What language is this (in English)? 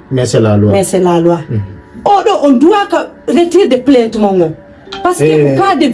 Fula